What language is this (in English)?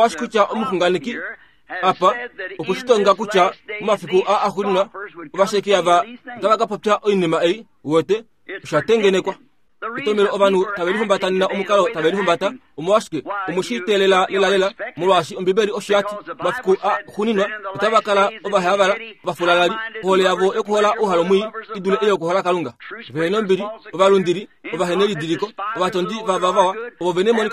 Kuanyama